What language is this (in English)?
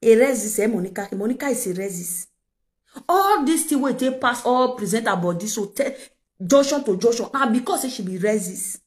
Nigerian Pidgin